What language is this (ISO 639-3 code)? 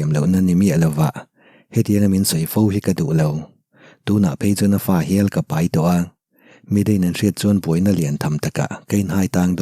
lus